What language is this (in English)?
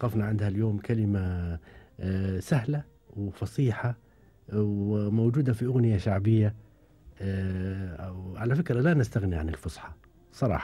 Gulf Arabic